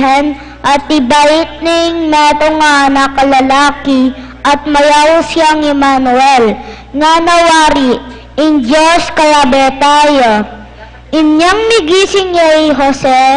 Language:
Pampanga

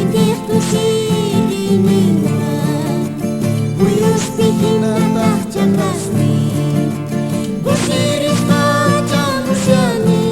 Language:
South Bolivian Quechua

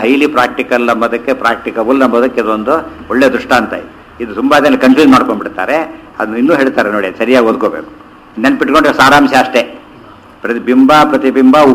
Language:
Kannada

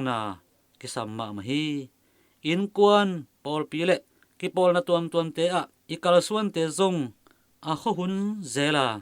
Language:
Tedim Chin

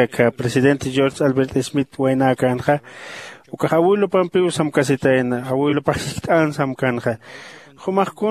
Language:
Aymara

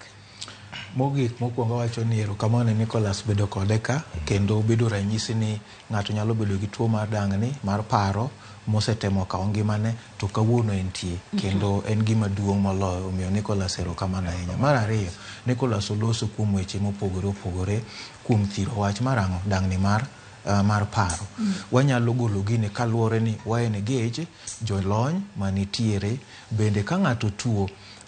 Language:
Luo (Kenya and Tanzania)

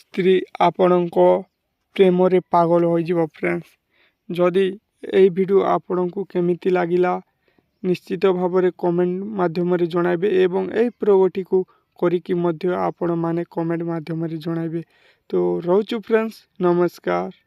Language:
Odia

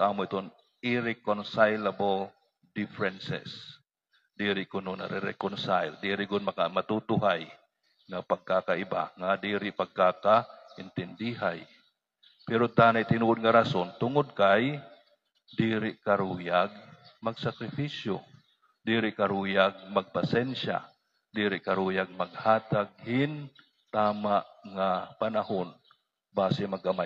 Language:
Waray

